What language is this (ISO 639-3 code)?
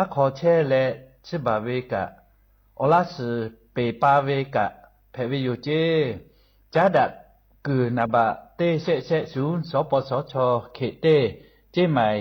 lhu